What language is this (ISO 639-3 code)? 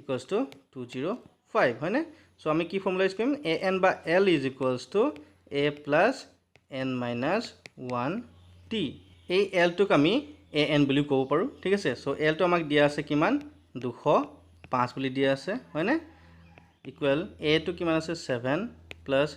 asm